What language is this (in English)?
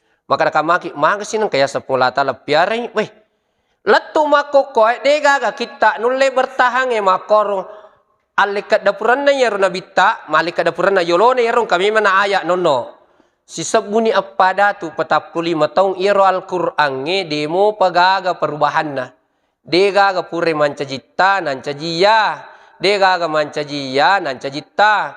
Buginese